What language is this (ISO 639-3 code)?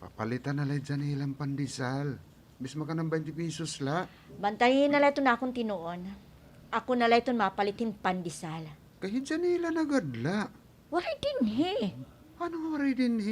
war